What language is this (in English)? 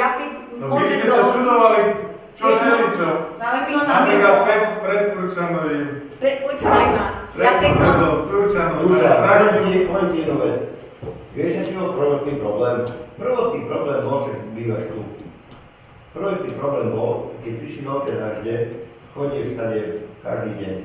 Slovak